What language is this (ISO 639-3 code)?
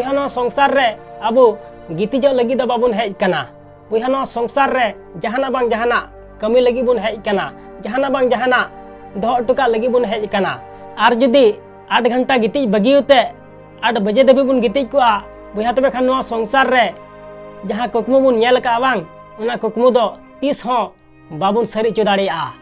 sat